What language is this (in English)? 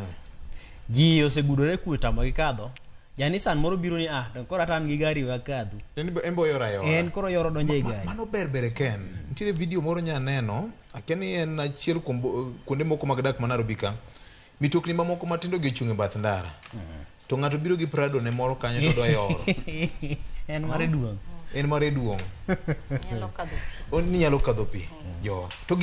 Luo (Kenya and Tanzania)